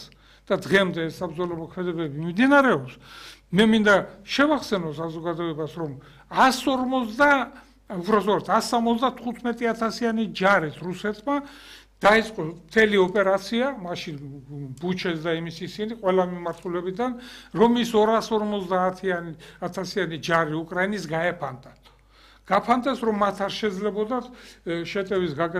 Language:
Georgian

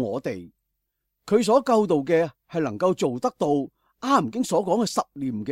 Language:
Cantonese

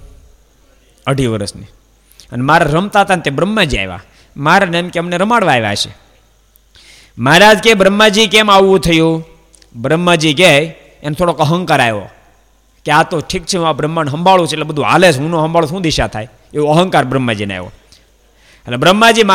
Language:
Gujarati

